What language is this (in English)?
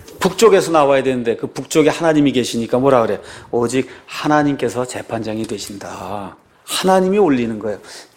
Korean